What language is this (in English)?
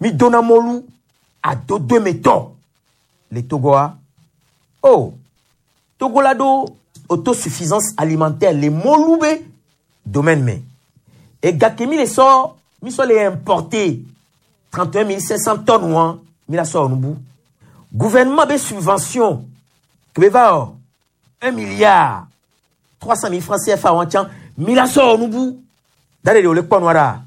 Gen